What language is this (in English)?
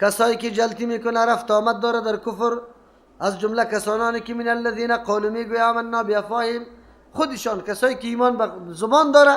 Persian